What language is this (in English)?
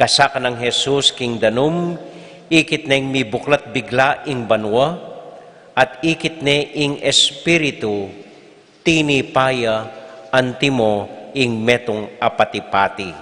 Pampanga